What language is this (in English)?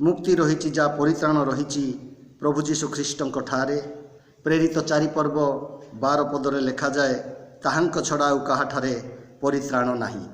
Odia